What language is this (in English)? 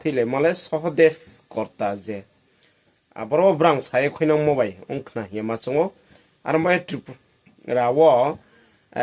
Riang (India)